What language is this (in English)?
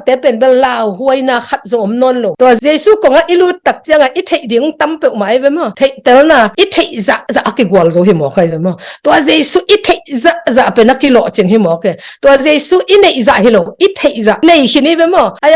Tedim Chin